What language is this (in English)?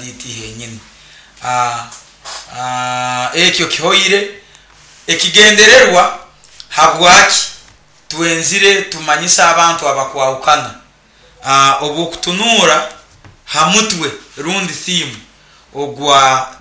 Nyoro